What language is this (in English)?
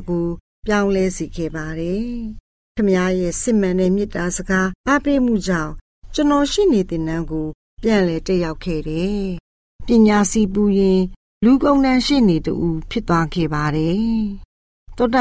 Burmese